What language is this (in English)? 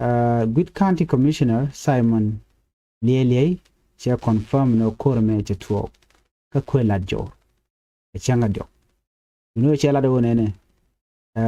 Nuer